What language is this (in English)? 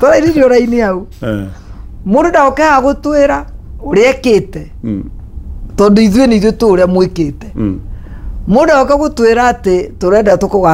Kikuyu